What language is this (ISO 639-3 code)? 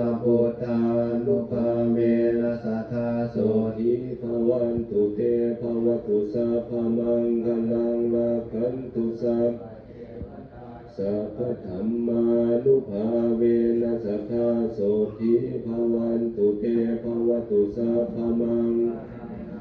pli